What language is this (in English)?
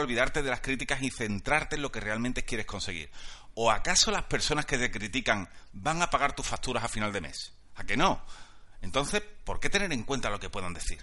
Spanish